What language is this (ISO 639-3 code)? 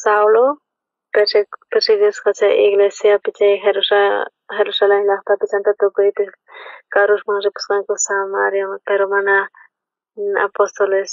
quh